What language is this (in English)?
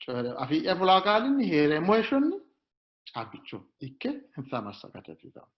Sidamo